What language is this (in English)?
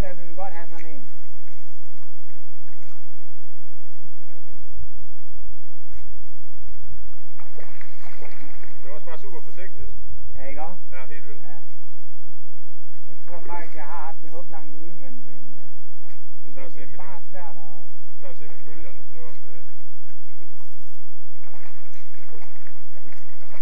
Danish